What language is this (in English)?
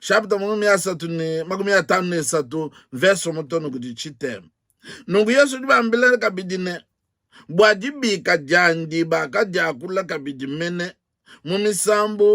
Luba-Lulua